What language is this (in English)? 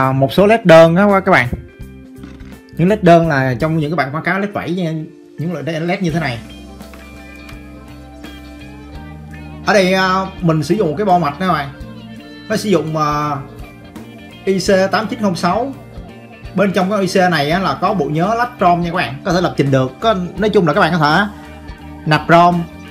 Vietnamese